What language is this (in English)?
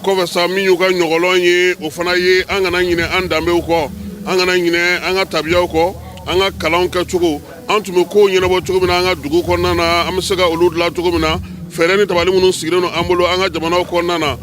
Bambara